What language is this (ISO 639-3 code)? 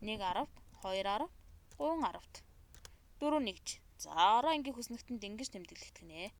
mon